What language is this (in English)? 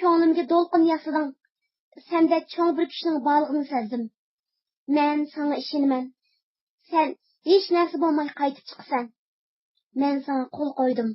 Uyghur